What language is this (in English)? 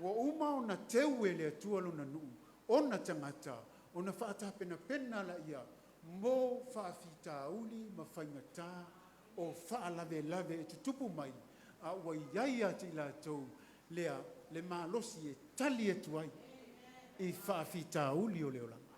Samoan